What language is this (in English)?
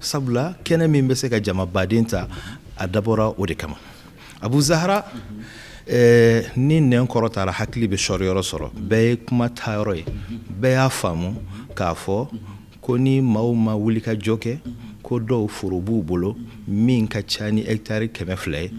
Bambara